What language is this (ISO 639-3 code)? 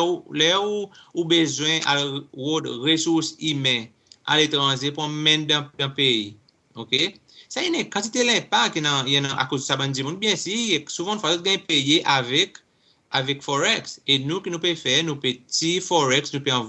crs